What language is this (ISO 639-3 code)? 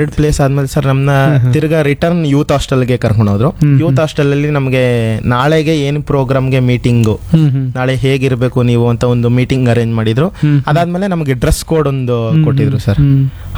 kan